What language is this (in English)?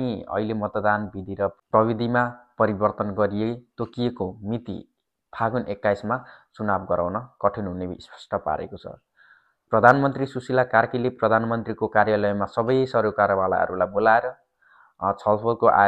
Nepali